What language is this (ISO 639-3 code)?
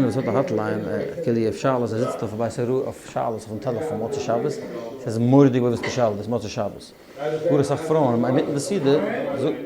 yid